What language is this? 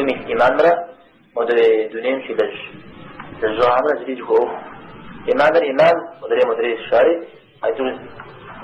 Kabardian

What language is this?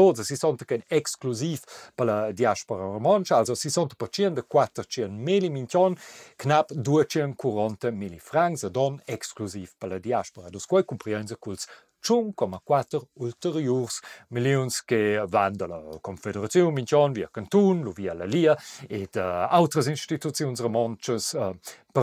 Romansh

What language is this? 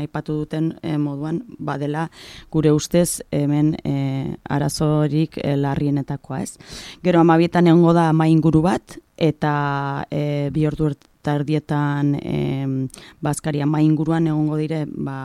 Basque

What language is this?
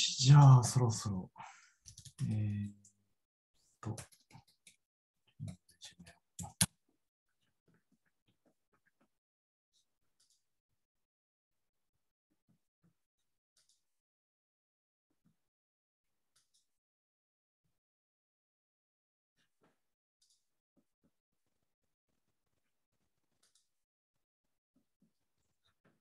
Japanese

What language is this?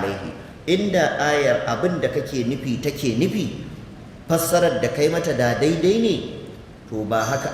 Hausa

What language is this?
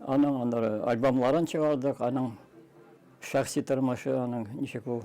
Tatar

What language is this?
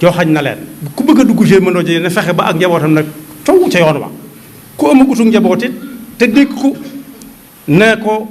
Wolof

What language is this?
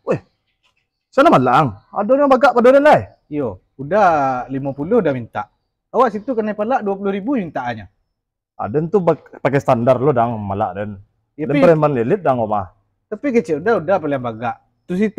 Minangkabau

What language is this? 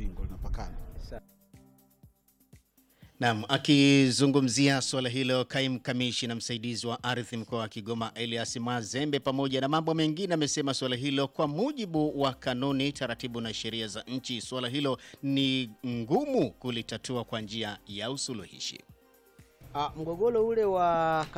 Swahili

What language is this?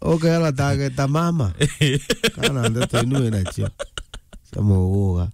Meru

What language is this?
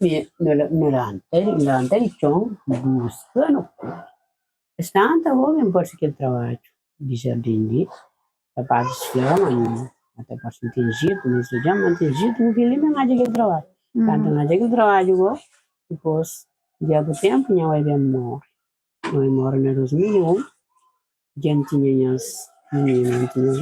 Kabuverdianu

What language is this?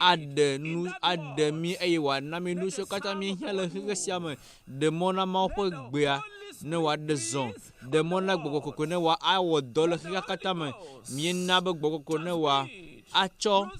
Ewe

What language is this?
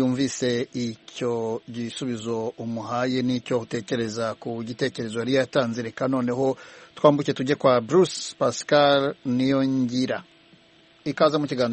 Kinyarwanda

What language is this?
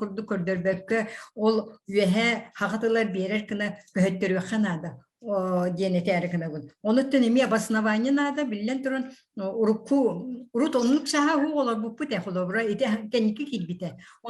Yakut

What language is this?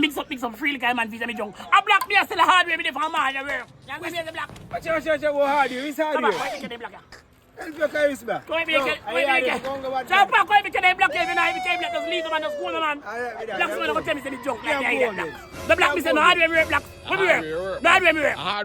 Jamaican Creole English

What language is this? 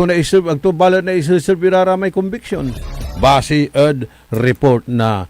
Pangasinan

